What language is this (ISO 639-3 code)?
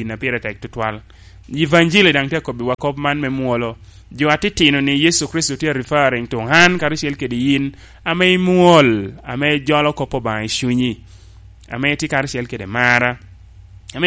laj